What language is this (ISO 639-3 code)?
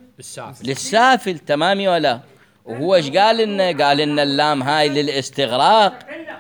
acm